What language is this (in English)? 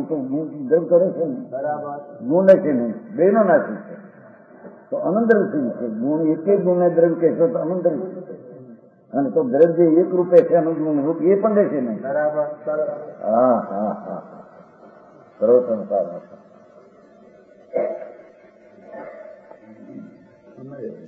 Gujarati